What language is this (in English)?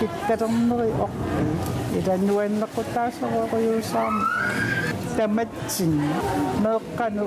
Kalaallisut